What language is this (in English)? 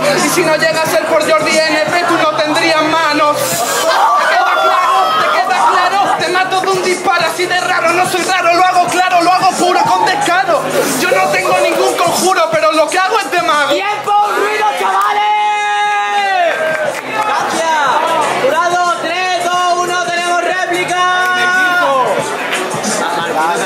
Spanish